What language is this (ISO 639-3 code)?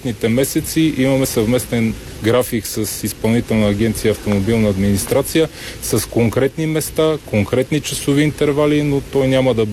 bul